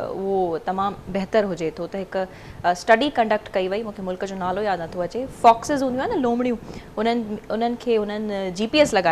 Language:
Sindhi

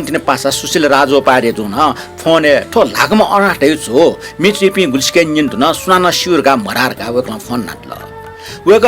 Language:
Newari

